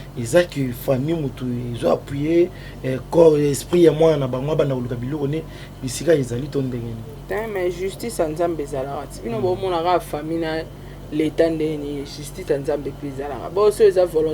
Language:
Lingala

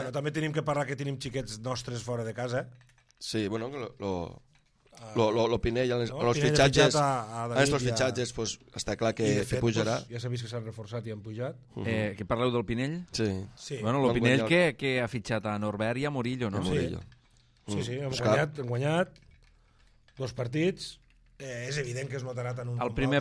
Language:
Catalan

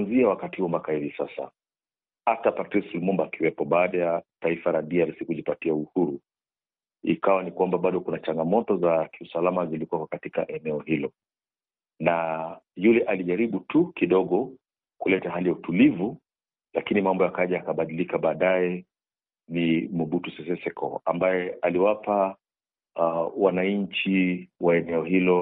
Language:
Swahili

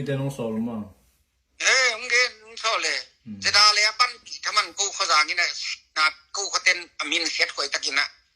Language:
Tedim Chin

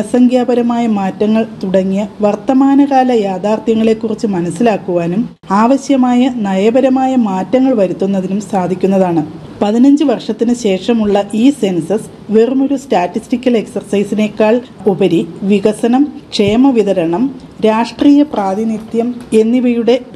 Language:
Malayalam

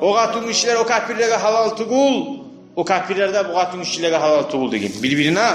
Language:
Kumyk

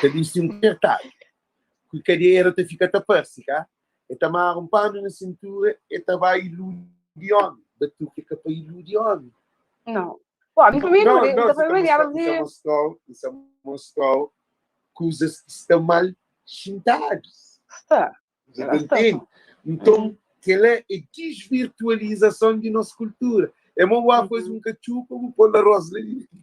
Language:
Kabuverdianu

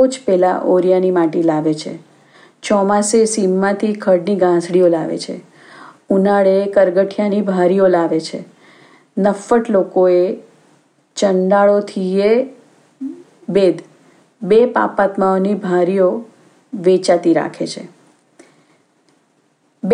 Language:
Gujarati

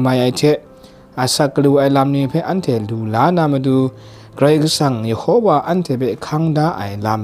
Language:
Kachin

